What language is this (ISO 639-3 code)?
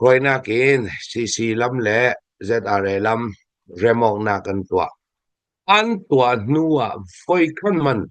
cnh